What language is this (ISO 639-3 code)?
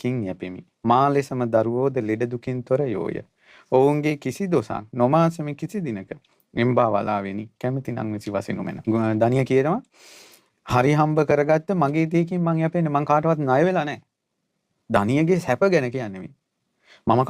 sin